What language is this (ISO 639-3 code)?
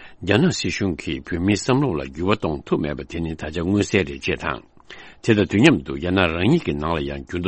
bod